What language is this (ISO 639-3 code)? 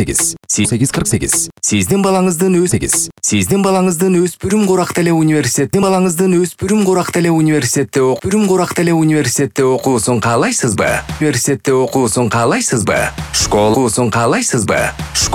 kir